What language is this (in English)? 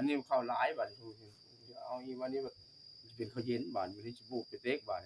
Northeastern Thai